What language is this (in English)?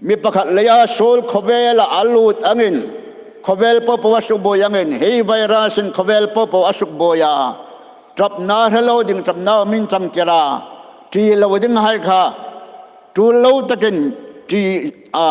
Hmar